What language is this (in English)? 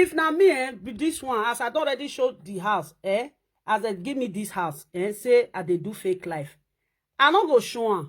Nigerian Pidgin